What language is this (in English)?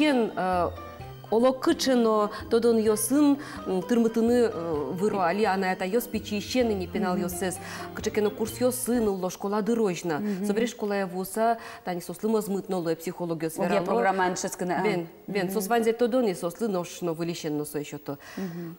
Udmurt